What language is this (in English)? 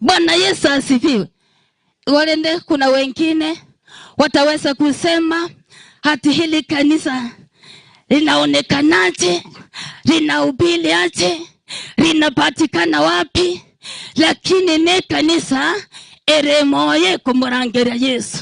Gusii